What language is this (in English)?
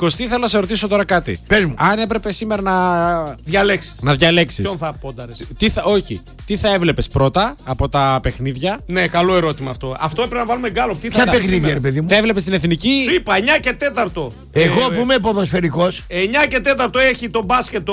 Greek